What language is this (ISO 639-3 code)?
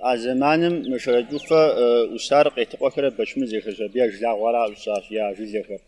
kbd